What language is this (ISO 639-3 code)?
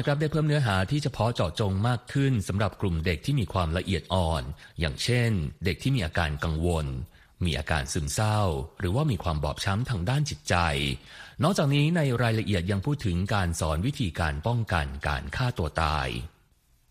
tha